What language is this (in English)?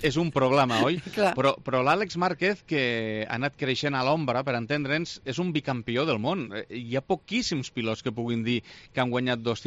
Catalan